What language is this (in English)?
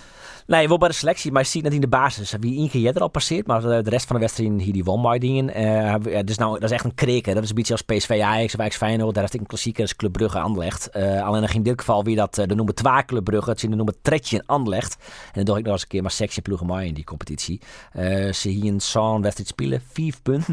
Western Frisian